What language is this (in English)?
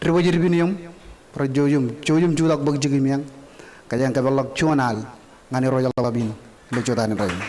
Marshallese